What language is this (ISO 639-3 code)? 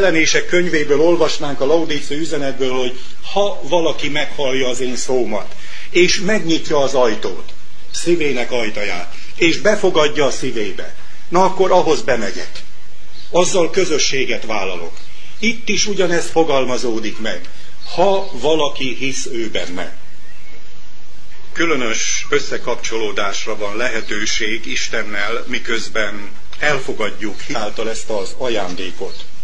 hun